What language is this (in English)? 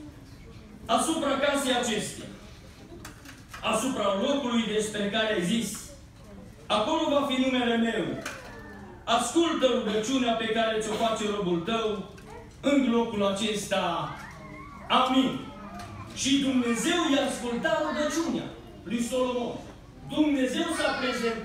Romanian